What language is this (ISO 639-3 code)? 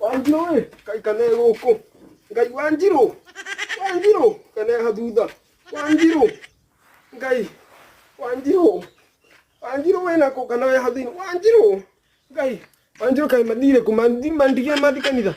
kik